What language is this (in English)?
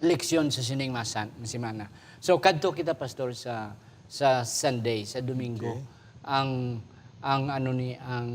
Hiligaynon